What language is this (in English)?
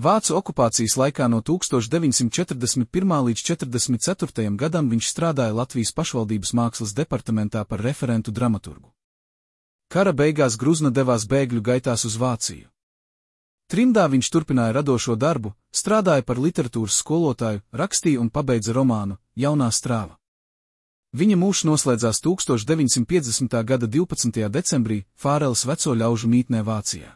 Latvian